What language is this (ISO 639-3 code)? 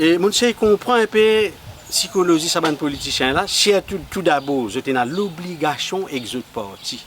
mfe